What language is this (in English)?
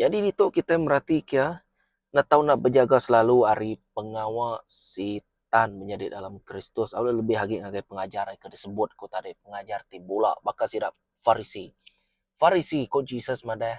Iban